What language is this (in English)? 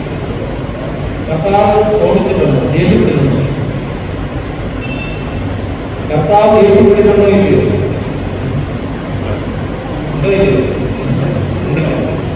Malayalam